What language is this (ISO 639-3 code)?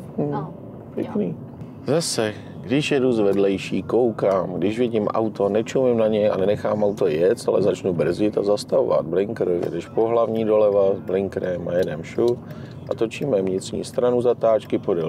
ces